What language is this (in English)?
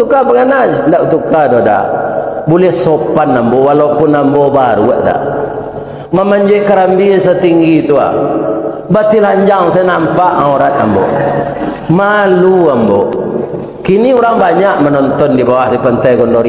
Minangkabau